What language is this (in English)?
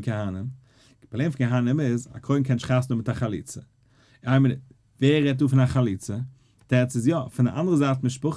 Yiddish